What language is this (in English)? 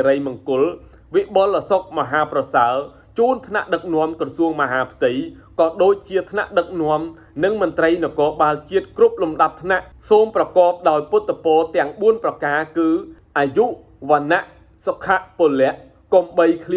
Khmer